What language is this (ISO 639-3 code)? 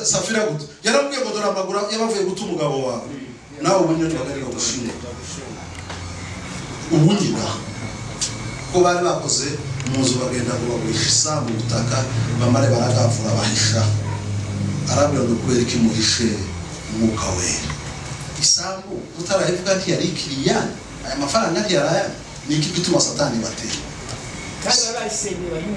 kin